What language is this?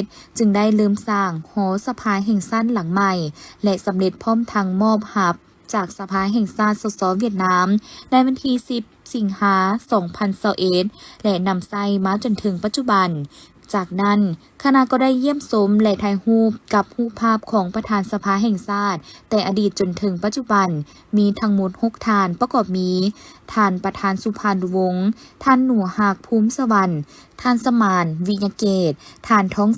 Lao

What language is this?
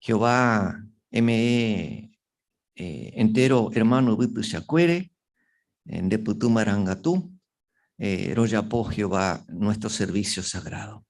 Guarani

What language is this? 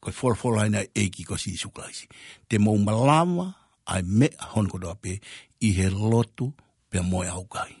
Tongan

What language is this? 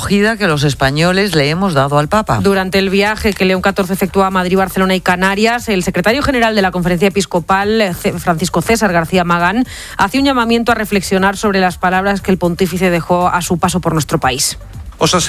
Spanish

